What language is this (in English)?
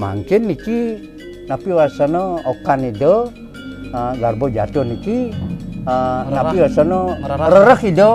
Balinese